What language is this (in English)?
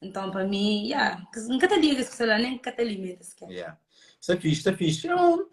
Kabuverdianu